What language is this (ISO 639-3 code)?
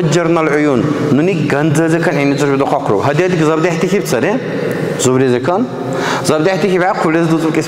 dar